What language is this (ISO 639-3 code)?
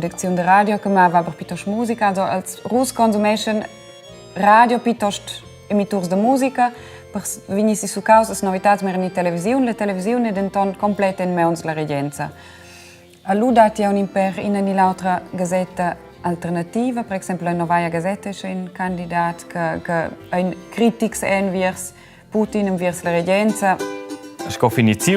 roh